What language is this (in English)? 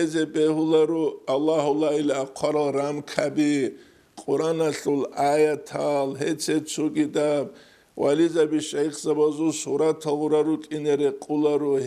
Avaric